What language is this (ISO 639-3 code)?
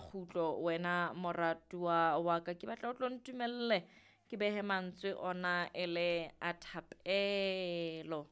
sot